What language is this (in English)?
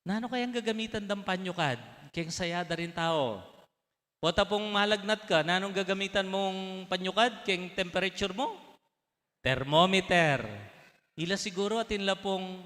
Pampanga